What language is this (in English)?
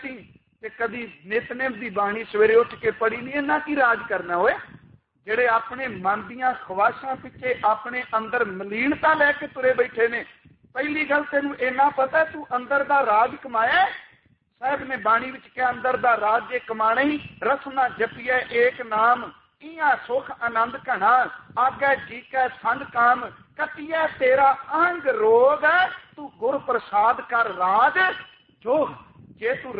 Punjabi